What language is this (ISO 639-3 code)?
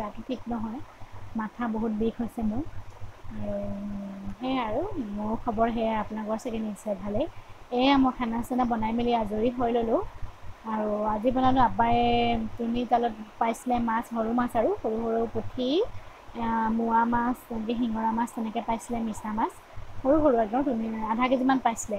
asm